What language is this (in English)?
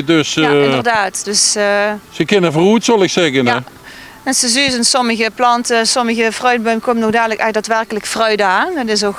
Limburgish